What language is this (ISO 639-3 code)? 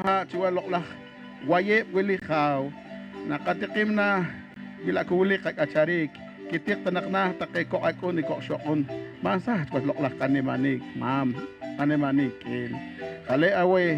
poh